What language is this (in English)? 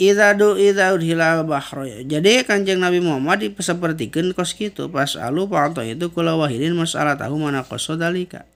Sundanese